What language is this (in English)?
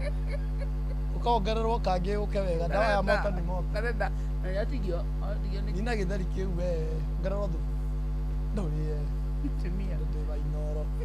Kikuyu